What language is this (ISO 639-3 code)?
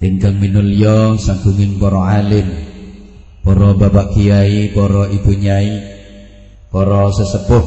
jav